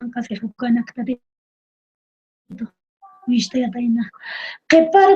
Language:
Aymara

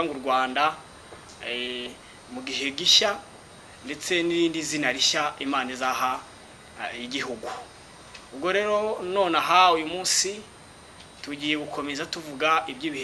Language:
Kinyarwanda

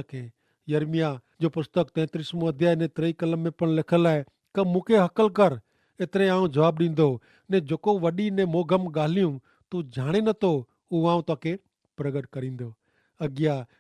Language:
Kachhi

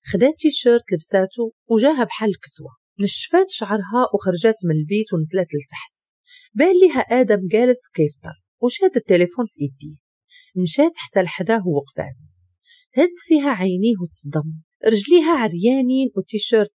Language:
Moroccan Arabic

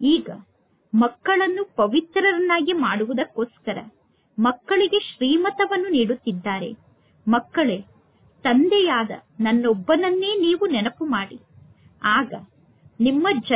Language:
Kannada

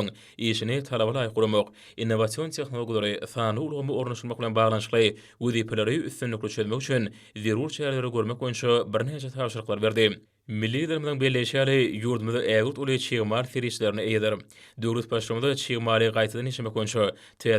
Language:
Turkmen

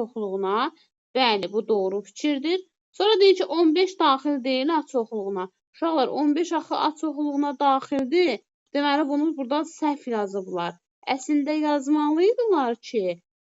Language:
Azerbaijani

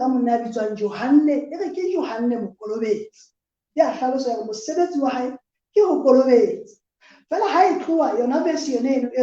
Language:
Southern Sotho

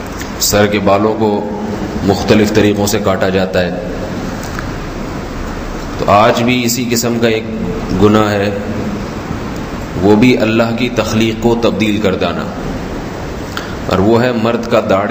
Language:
Urdu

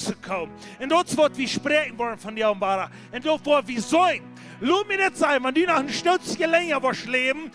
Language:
Plautdietsch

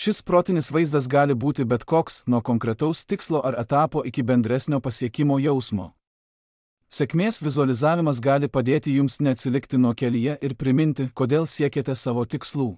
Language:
Lithuanian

